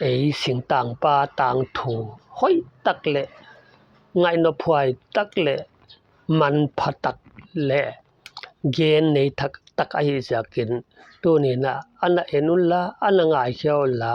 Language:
Paite Chin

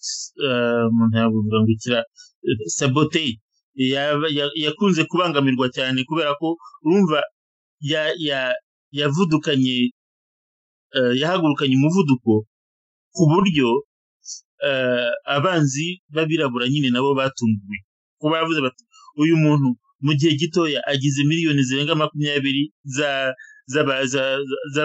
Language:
Kinyarwanda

